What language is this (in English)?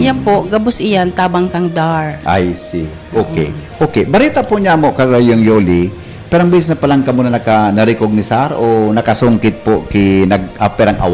Bikol